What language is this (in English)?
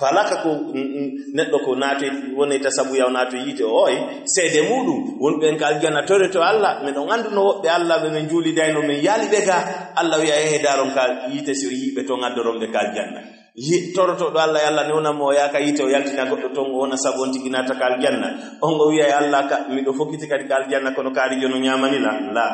Fula